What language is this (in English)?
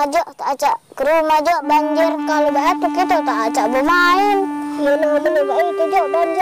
Musi